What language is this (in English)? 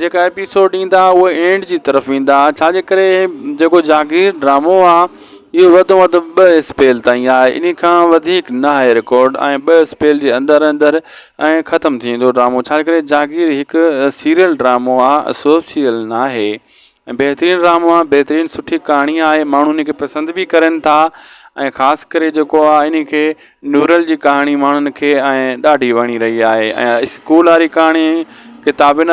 Sindhi